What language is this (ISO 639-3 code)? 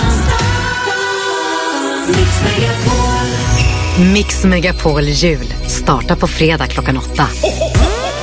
swe